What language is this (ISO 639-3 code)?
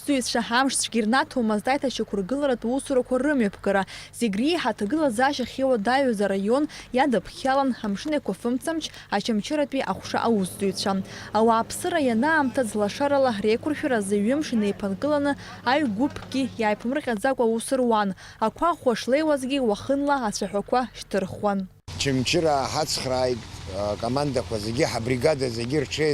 abk